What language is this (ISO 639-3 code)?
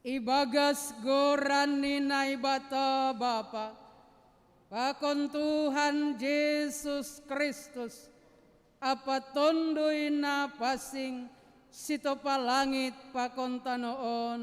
bts